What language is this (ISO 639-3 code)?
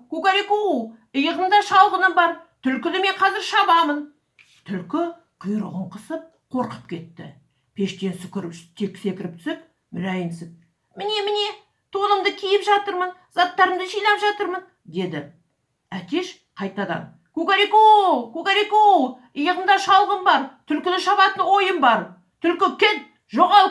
kaz